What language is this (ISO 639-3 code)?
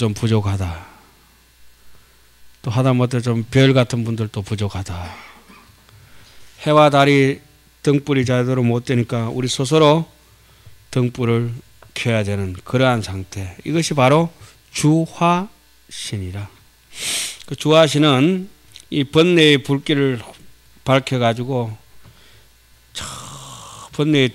kor